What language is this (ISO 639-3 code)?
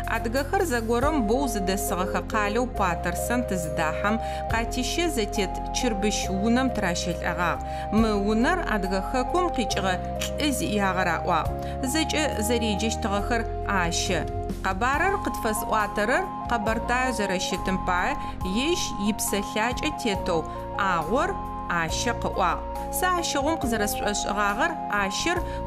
ady